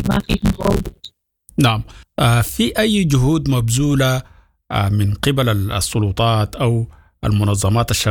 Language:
Sudanese Arabic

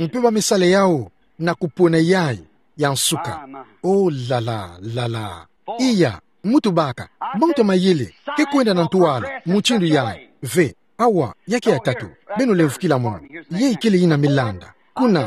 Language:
Kituba (Democratic Republic of Congo)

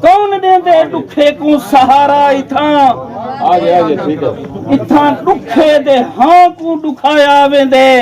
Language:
Saraiki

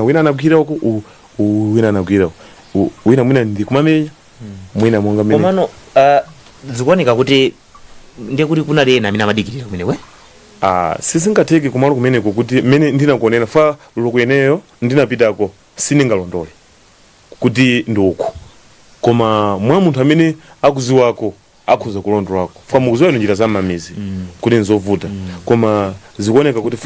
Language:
Nyanja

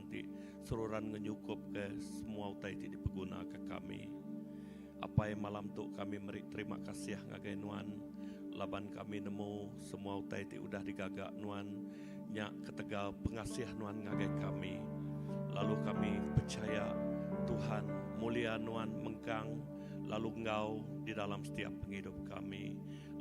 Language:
Iban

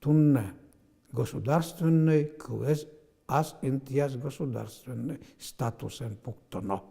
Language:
Udmurt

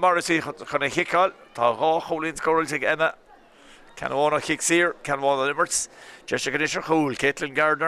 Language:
Irish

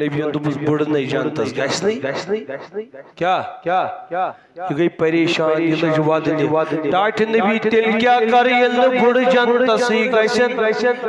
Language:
Kashmiri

